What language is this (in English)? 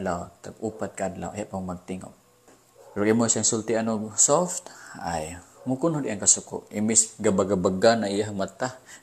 Cebuano